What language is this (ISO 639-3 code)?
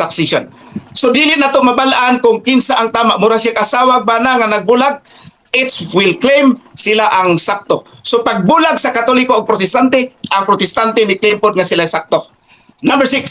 ceb